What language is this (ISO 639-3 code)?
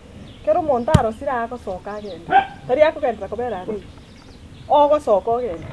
guz